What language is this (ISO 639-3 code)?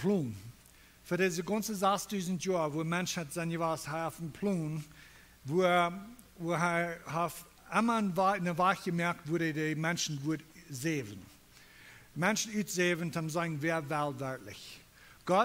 pdt